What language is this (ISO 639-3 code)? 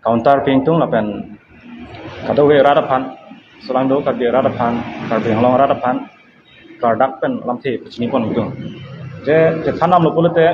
mjw